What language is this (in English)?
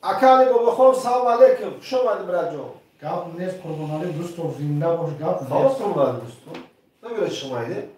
Tajik